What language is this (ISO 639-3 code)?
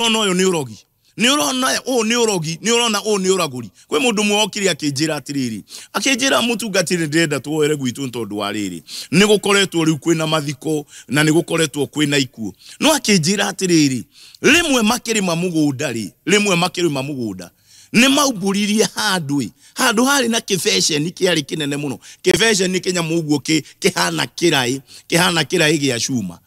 kik